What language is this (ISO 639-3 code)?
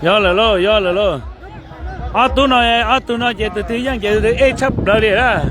hmn